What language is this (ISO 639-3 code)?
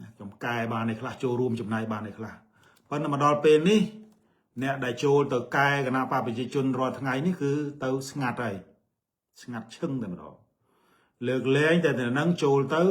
khm